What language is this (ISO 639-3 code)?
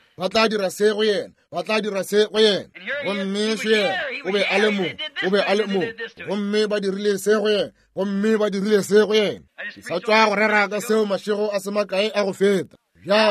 nso